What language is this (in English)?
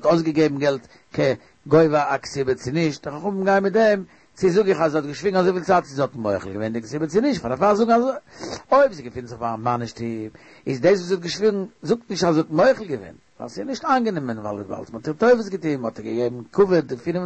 Yiddish